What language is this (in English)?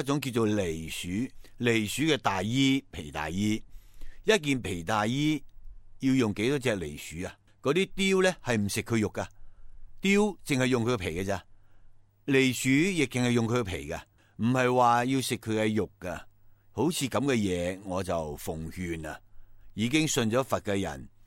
Cantonese